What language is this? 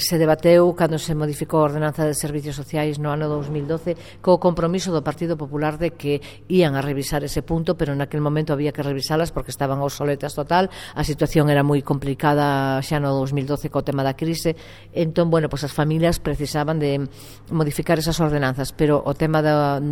Galician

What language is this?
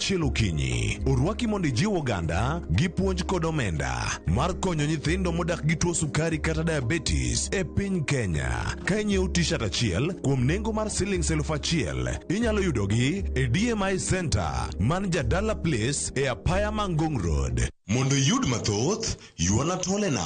Luo (Kenya and Tanzania)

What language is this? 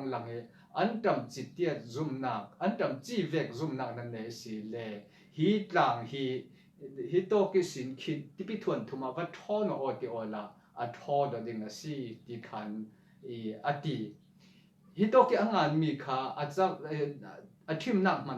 Falam Chin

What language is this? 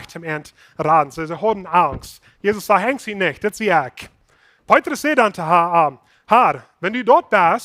Plautdietsch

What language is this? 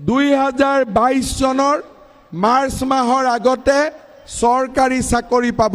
Assamese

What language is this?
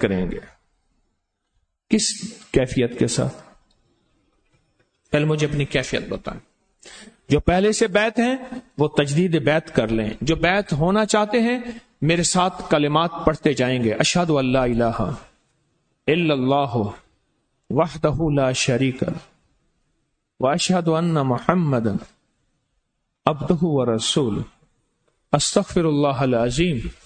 Urdu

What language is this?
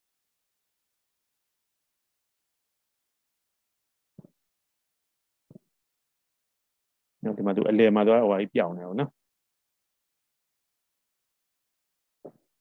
Burmese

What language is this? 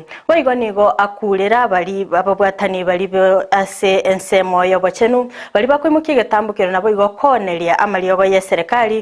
Gusii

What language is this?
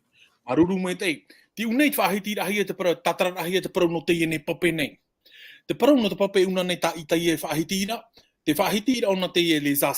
Tahitian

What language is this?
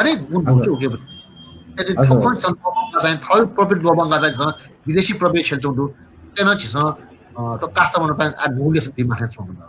Newari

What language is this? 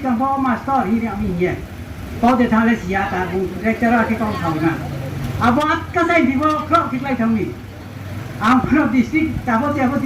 Riang (India)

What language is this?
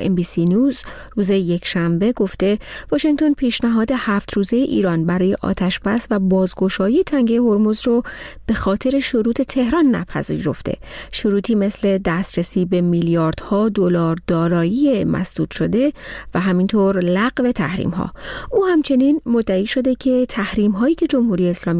Persian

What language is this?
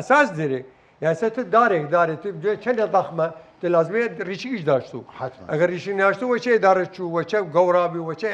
Southern Kurdish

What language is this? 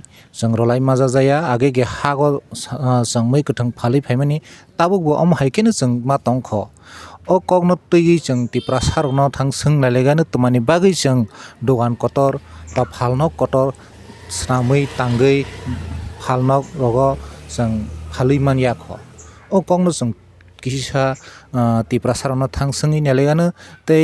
Kok Borok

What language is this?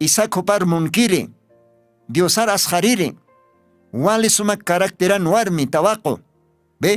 Aymara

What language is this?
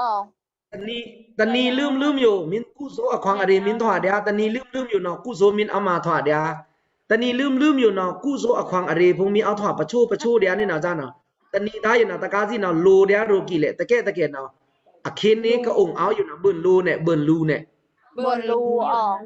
Pa'o Karen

